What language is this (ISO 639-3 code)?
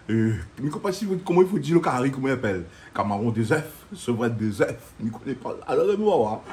rcf